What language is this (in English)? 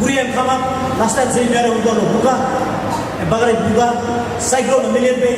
Tok Pisin